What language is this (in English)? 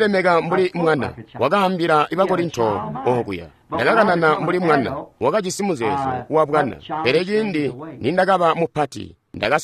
Tonga (Zambia)